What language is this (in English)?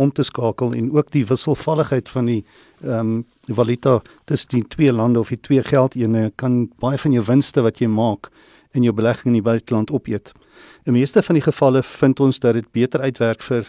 Afrikaans